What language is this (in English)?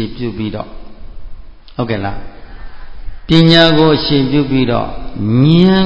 Burmese